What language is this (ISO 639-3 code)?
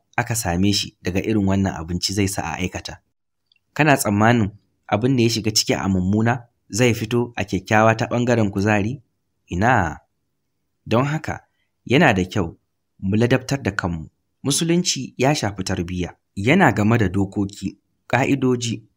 hau